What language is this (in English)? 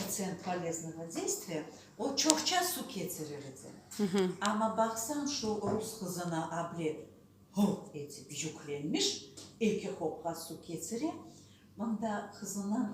Crimean Tatar